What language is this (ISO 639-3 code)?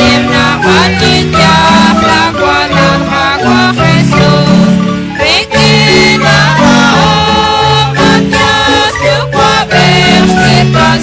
kek